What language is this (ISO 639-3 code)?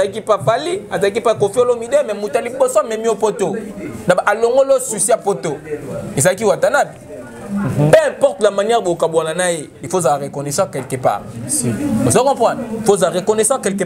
lin